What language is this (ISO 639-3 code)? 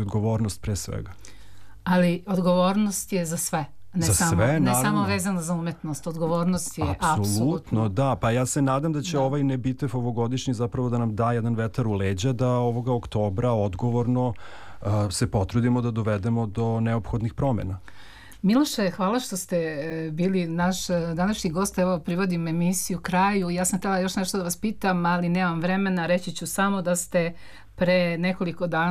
srp